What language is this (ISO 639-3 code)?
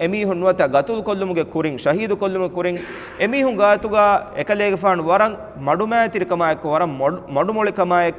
div